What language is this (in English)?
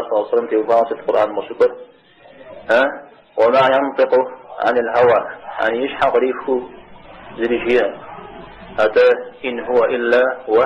Kabardian